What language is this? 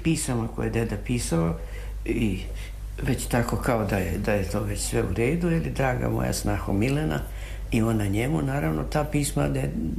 Serbian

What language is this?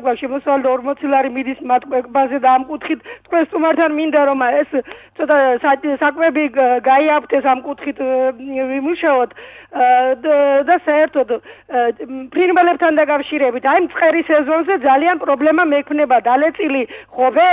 Georgian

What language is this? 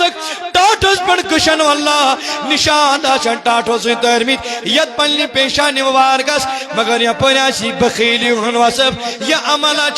Kashmiri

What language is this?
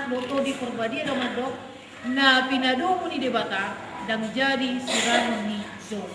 Batak Toba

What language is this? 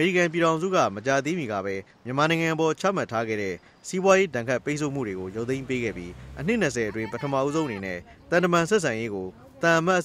Burmese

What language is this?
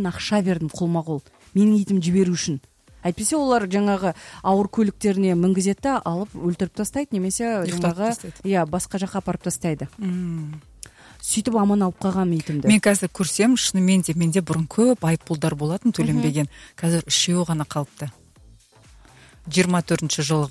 Kazakh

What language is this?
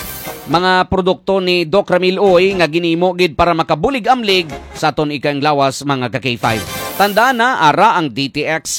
Hiligaynon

